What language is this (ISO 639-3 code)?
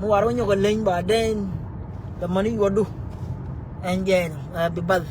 nus